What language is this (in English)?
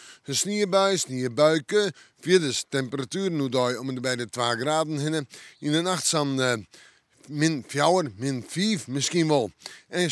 Western Frisian